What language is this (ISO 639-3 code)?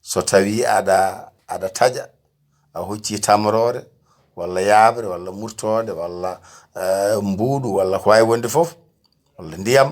ful